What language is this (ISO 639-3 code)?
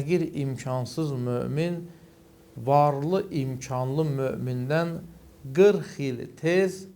aze